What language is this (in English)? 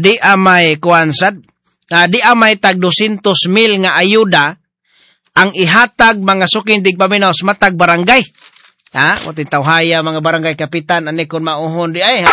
Cebuano